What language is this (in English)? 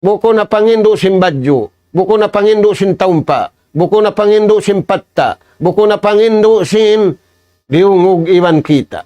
Tausug